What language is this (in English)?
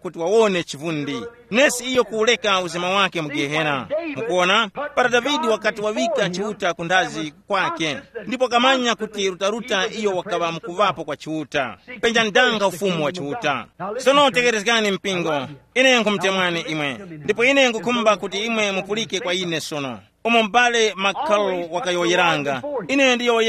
Tumbuka